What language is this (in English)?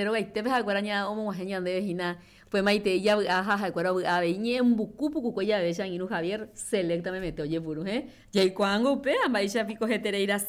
Guarani